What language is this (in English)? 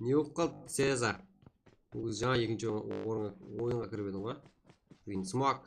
Kara-Kalpak